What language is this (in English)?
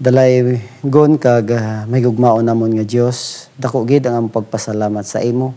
Hiligaynon